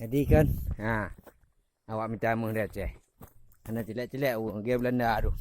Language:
Achinese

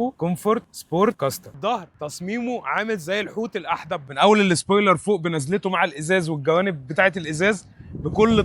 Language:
Egyptian Arabic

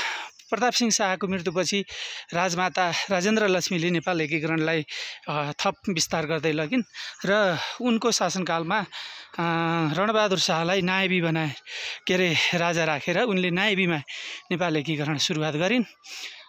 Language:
Nepali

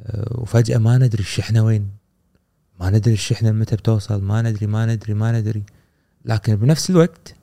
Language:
Gulf Arabic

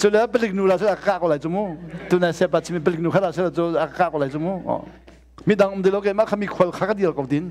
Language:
Hakha Chin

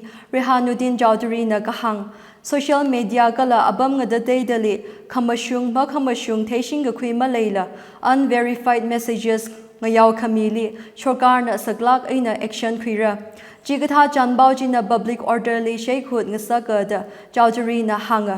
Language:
Tangkhul Naga (India)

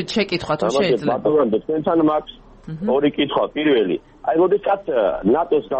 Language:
Georgian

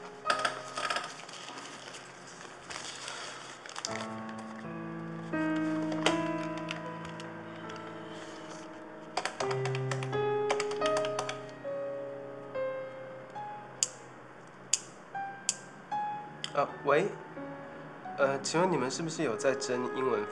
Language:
Chinese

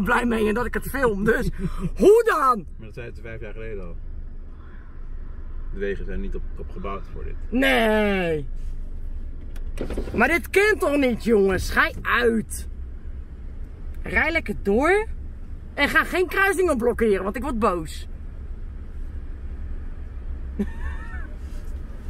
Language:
Dutch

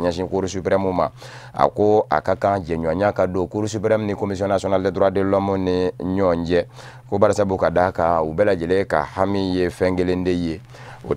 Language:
Bambara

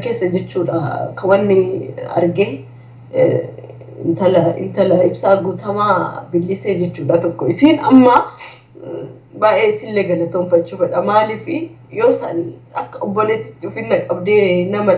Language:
Oromo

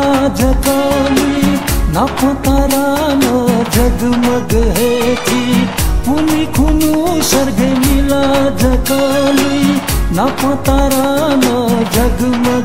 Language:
Newari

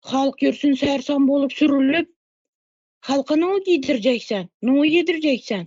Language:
Turkmen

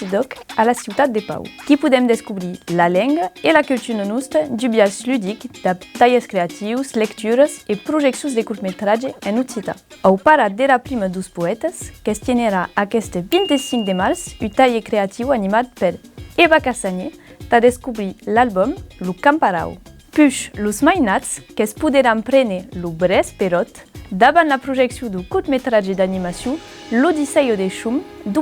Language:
Occitan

